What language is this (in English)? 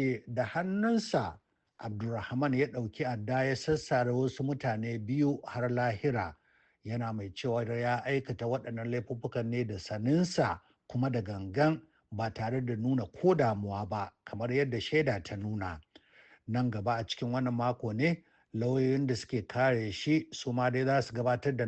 Hausa